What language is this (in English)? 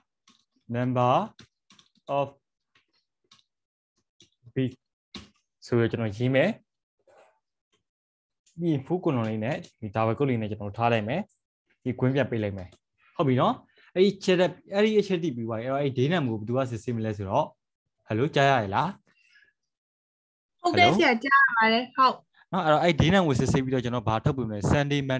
Burmese